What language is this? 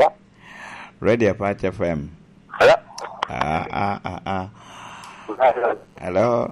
Lango (Uganda)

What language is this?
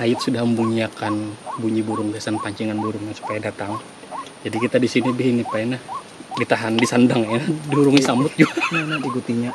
Banjar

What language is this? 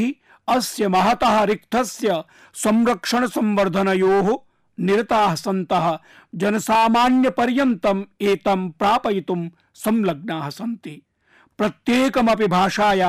Sanskrit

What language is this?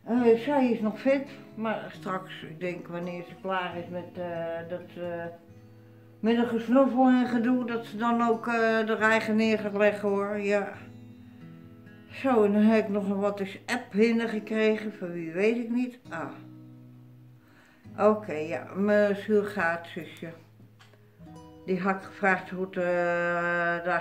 Dutch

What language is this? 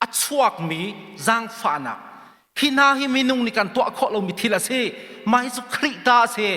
Hakha Chin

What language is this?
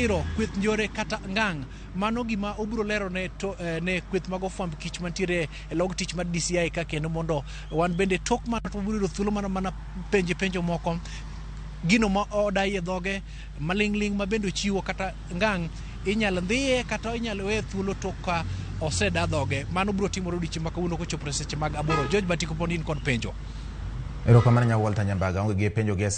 Luo (Kenya and Tanzania)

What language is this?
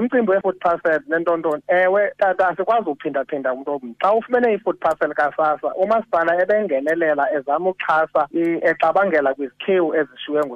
Xhosa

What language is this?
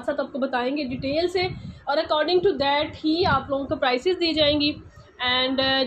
Hindi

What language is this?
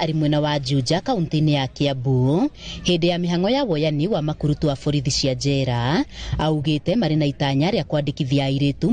Kikuyu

